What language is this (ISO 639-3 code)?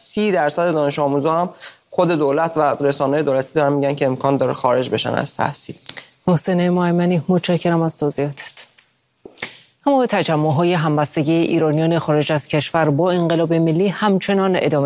fas